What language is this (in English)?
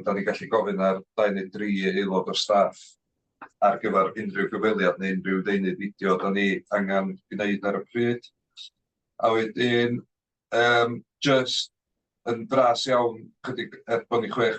Welsh